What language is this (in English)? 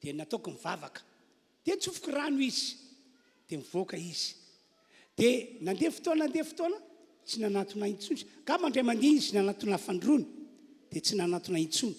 Malagasy